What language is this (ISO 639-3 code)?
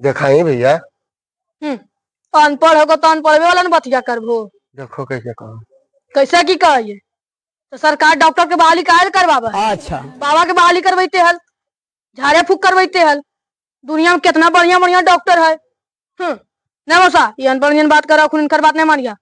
mag